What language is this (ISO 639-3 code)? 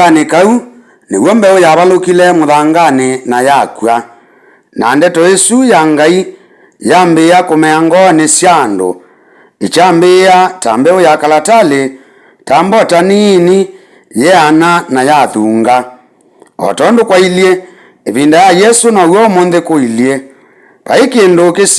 kam